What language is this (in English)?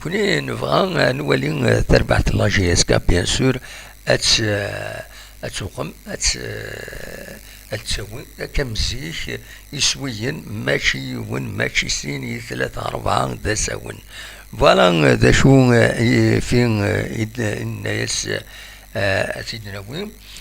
Kabyle